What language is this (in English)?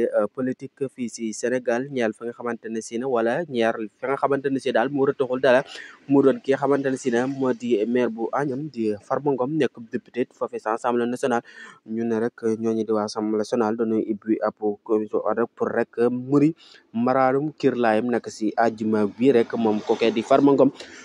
Wolof